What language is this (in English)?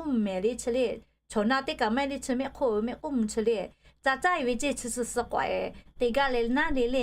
Lahu